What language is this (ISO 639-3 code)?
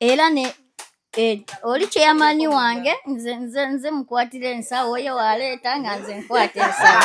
lug